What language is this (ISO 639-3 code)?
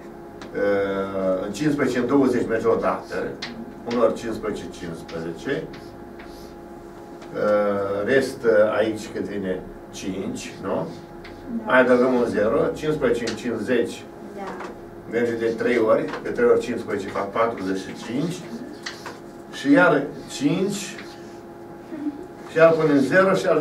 ron